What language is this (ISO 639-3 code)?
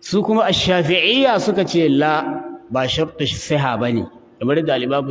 hau